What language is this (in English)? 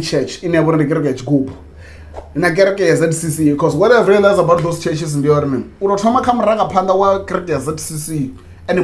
Venda